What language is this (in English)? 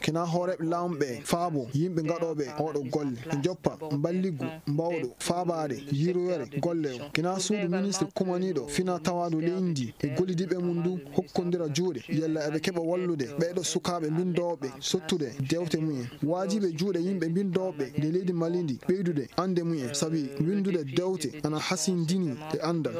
Nigerian Fulfulde